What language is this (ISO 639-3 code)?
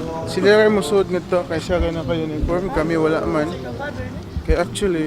ceb